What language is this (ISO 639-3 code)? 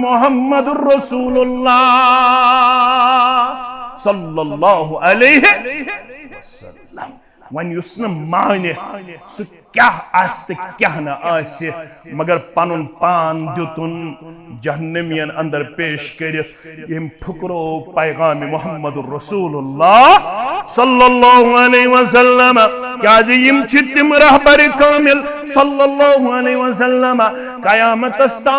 kas